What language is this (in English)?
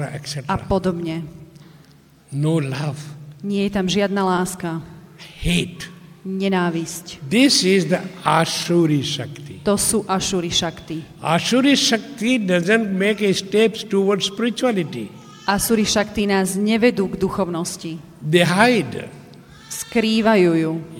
Slovak